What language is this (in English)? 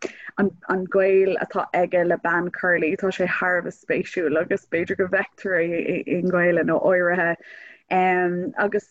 Irish